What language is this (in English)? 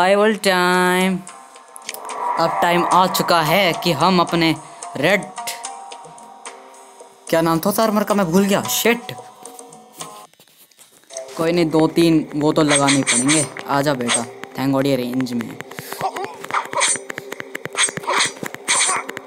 Hindi